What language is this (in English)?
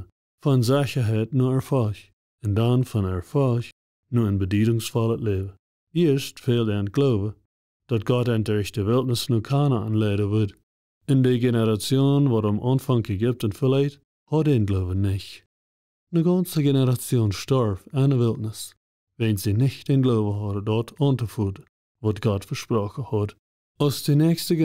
Plautdietsch